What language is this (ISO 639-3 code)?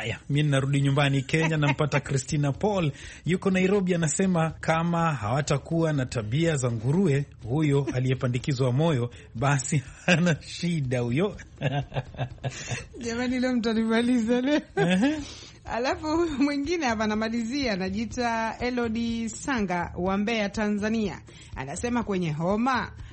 swa